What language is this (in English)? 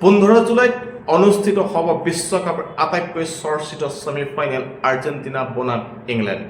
Assamese